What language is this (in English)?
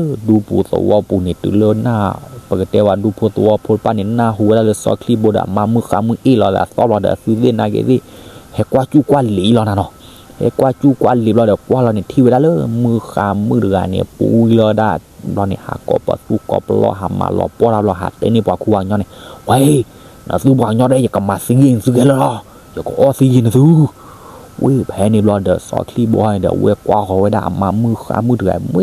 S'gaw Karen